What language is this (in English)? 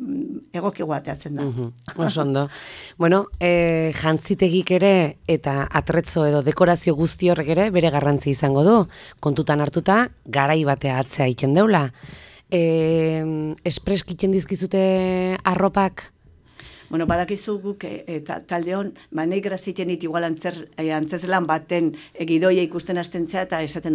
Basque